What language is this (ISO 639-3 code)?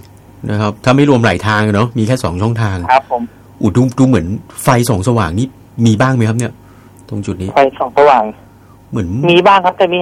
tha